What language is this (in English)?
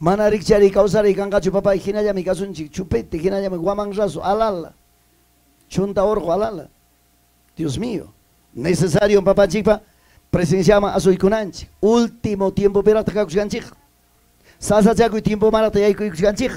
Ayacucho Quechua